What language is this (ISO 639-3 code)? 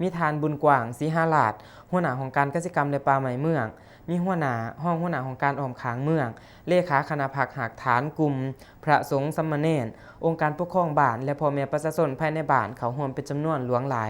lao